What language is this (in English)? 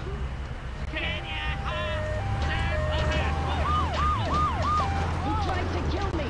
English